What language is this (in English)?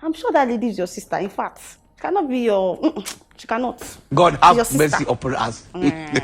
Nigerian Pidgin